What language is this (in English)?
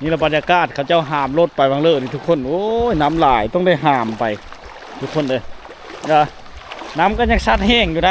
Lao